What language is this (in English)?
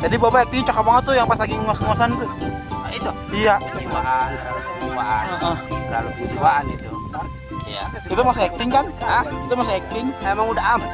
Betawi